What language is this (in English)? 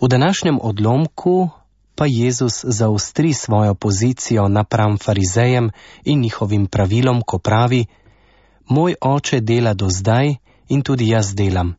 Slovenian